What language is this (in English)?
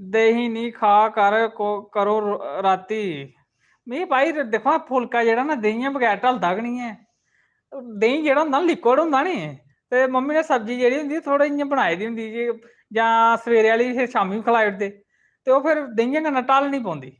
Dogri